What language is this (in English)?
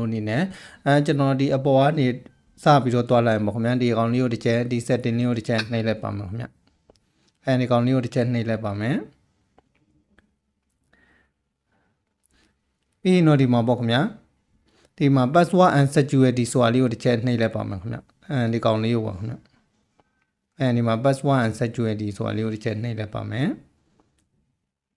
Burmese